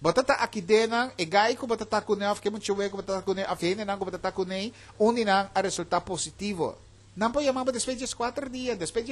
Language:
Papiamento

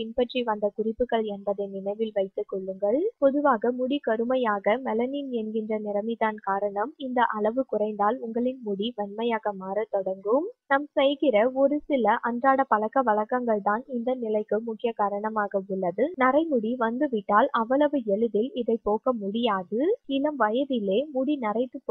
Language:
Tamil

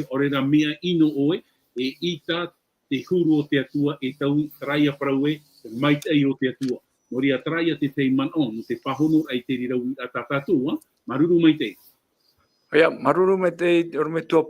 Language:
Tahitian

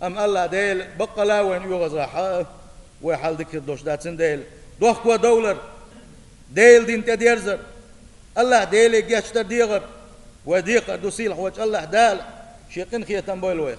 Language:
Chechen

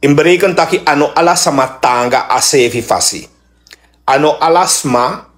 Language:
Sranan Tongo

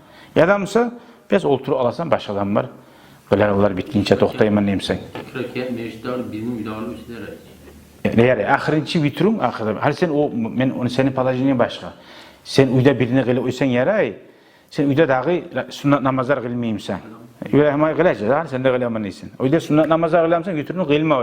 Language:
Kumyk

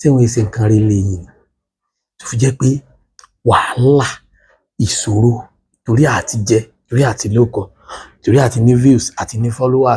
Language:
Yoruba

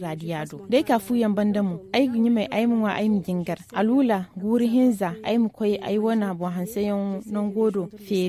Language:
Zarma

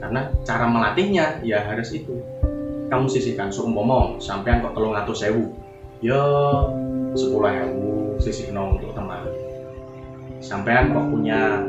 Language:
Javanese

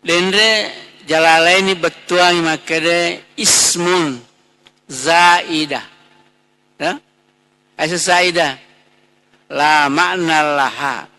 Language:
Buginese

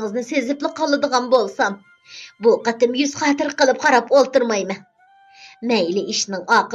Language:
Uyghur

